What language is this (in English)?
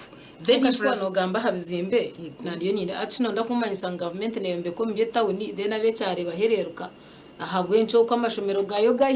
Nyankole